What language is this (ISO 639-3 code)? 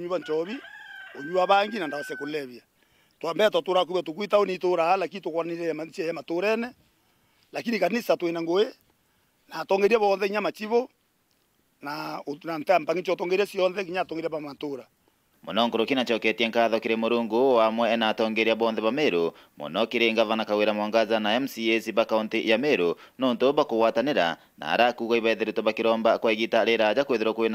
mer